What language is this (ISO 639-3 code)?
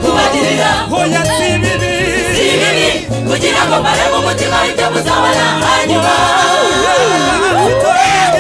kin